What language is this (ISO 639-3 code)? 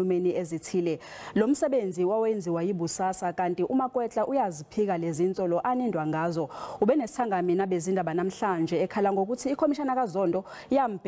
zul